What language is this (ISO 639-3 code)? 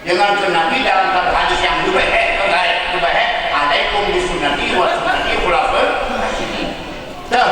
ace